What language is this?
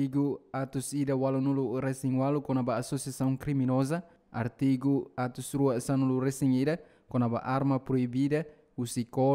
Tetum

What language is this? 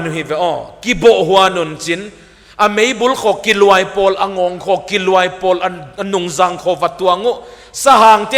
Paite Chin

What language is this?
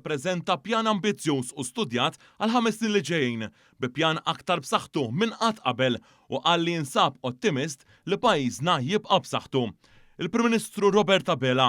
Maltese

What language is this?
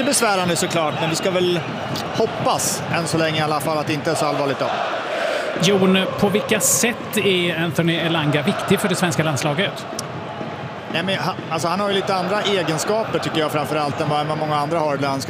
Swedish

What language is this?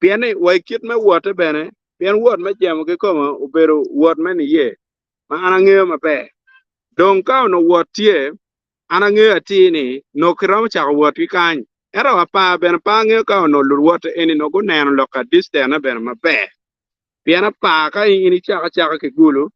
Acoli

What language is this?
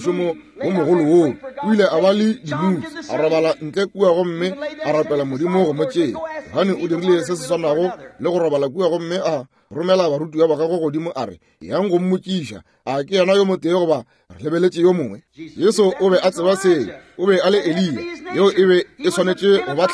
Northern Sotho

